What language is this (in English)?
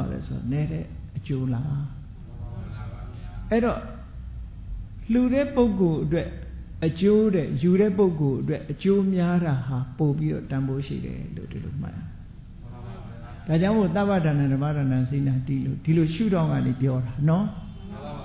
Burmese